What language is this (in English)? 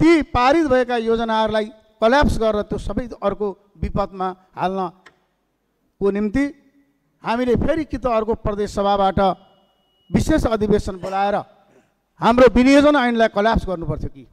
Nepali